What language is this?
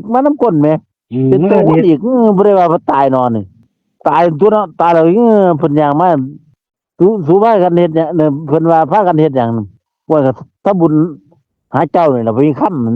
Northeastern Thai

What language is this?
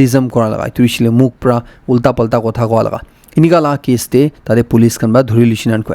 Naga Pidgin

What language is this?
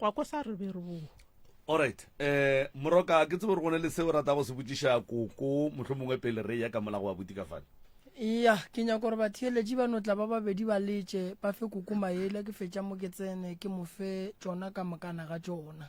Northern Sotho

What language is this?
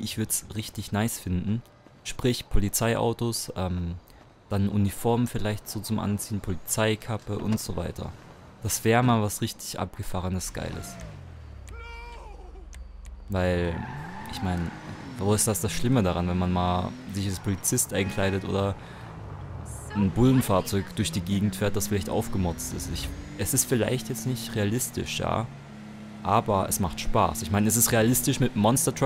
German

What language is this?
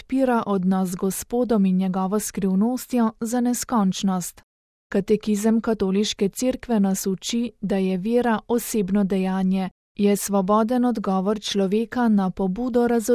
Slovenian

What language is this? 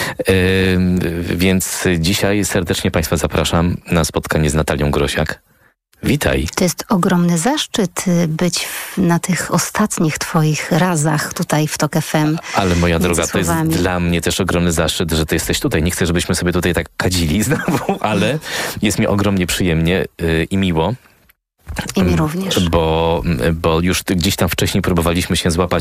Polish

